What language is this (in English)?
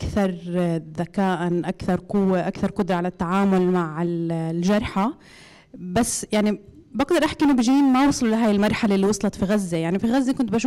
North Levantine Arabic